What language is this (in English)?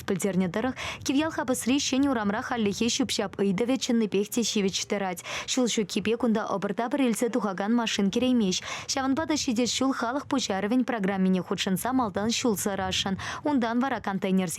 Chuvash